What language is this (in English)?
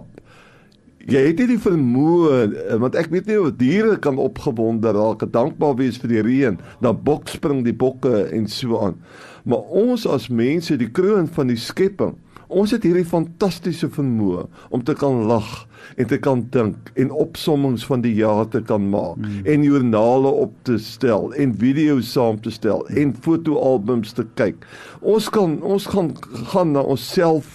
Afrikaans